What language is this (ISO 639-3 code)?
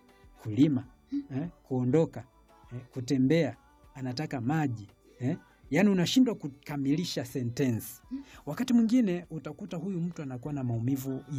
swa